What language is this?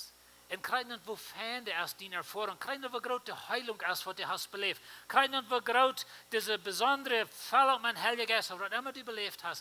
Plautdietsch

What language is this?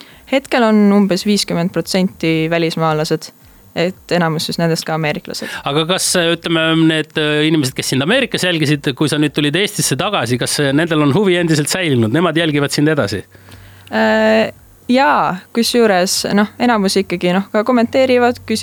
Estonian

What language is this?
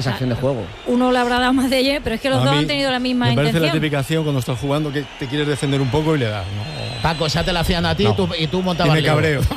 Spanish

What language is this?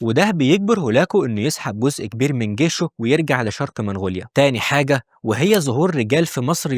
Egyptian Arabic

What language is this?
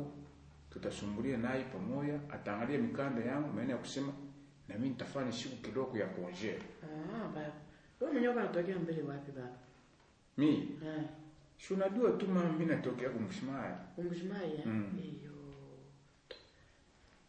Swahili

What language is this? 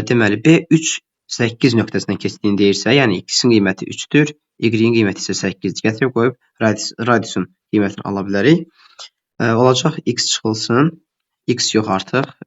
Azerbaijani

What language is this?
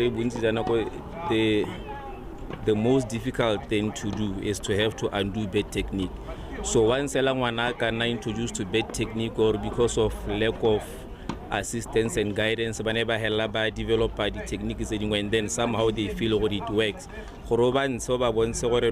Tswana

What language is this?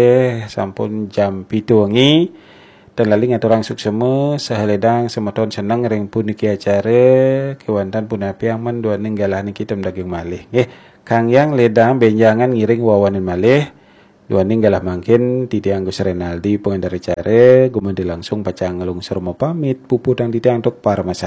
Balinese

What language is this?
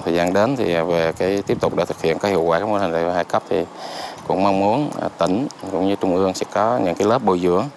Vietnamese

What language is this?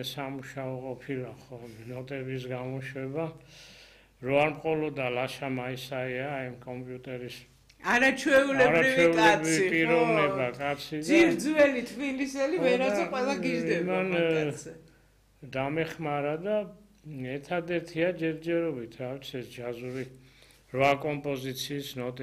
Georgian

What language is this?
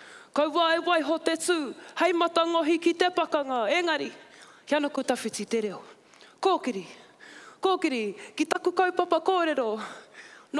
Māori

